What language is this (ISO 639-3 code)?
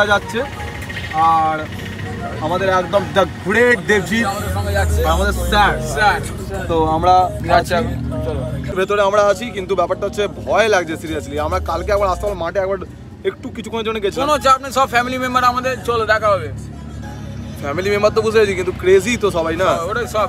ben